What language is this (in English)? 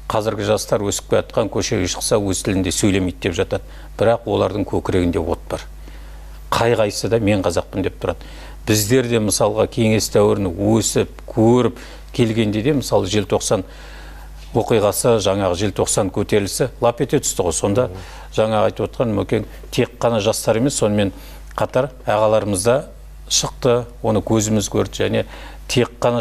Kazakh